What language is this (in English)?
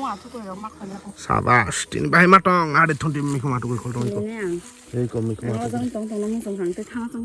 Kok Borok